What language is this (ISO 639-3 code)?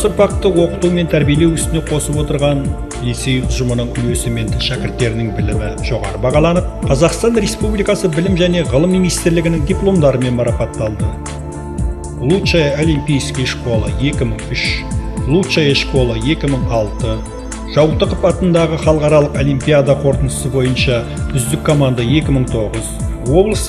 kaz